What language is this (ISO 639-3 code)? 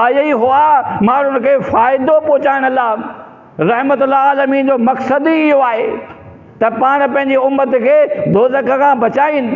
snd